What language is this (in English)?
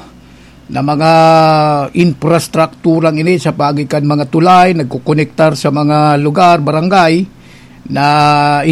Bikol